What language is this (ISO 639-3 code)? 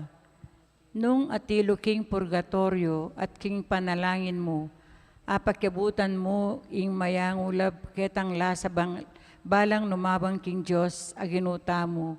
pam